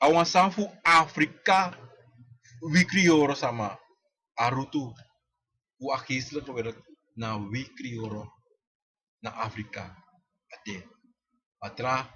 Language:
Sranan Tongo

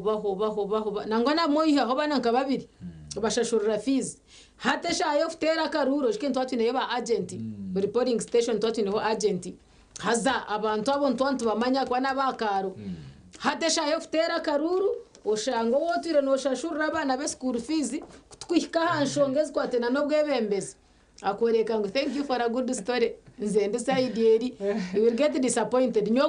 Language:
Nyankole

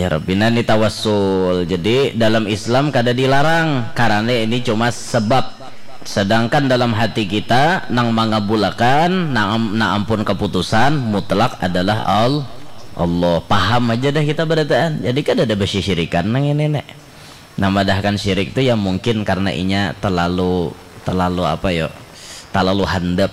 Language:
Banjar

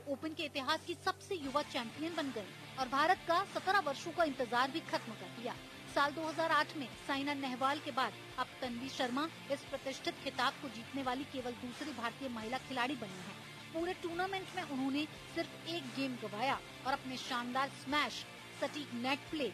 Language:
Hindi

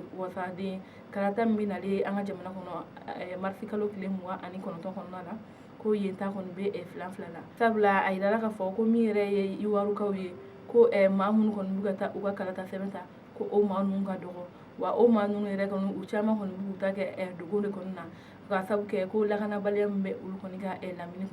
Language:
Bambara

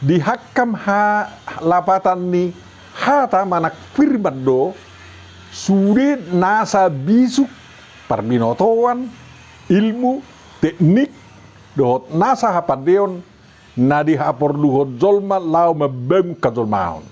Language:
Batak Toba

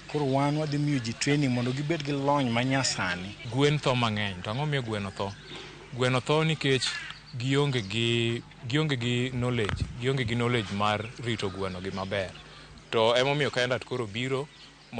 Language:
Luo (Kenya and Tanzania)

